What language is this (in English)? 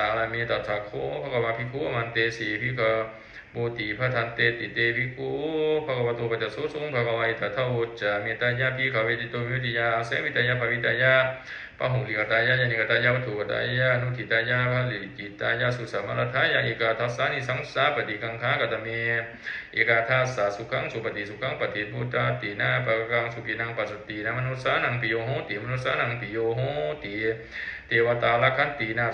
Pali